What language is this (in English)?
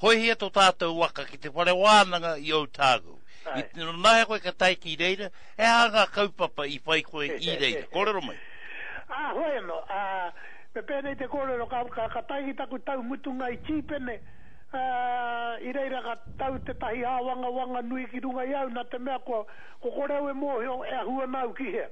Māori